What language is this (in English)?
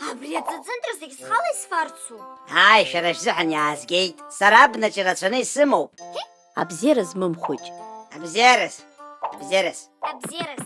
Abkhazian